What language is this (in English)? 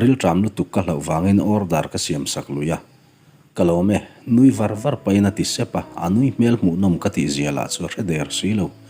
Mizo